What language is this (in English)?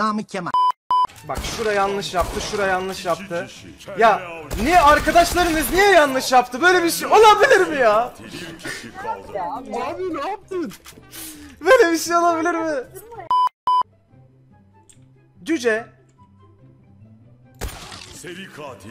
Turkish